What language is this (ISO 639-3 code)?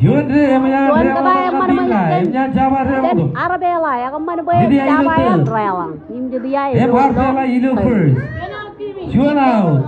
mah